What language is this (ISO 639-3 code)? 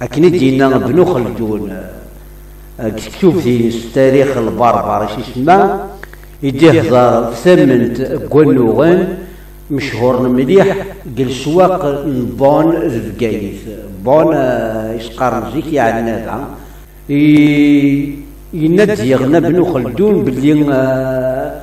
kab